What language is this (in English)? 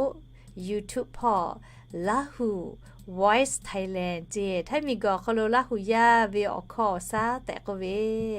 Lahu